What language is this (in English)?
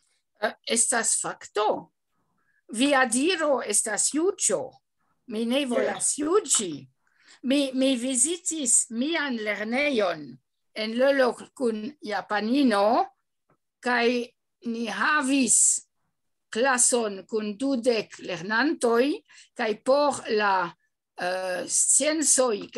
Esperanto